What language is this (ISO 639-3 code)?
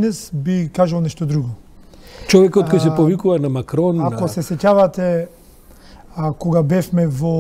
mkd